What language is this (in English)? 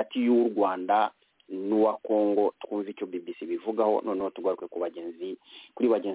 Kinyarwanda